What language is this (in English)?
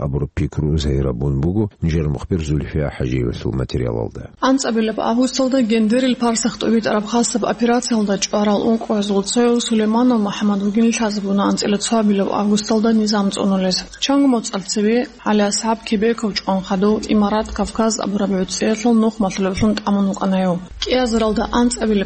Avaric